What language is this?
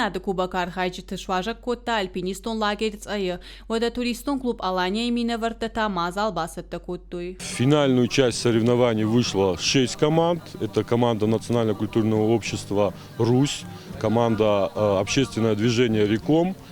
Ossetic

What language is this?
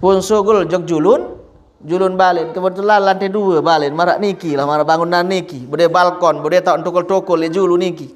Sasak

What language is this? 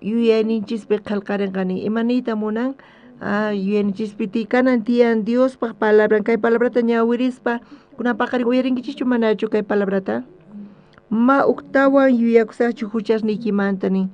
South Bolivian Quechua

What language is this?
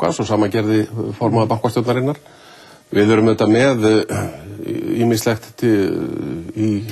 Icelandic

